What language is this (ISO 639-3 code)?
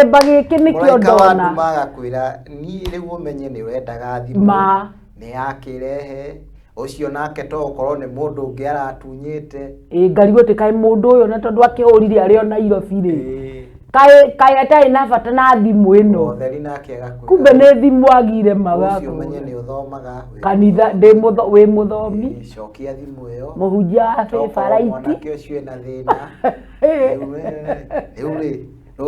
kik